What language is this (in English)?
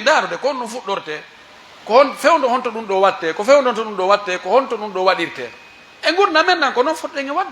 Pular